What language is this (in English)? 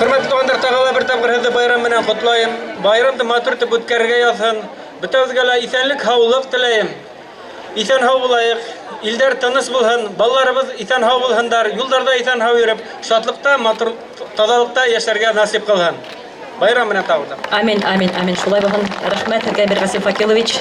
Bashkir